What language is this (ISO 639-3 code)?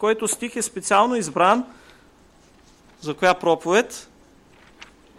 bul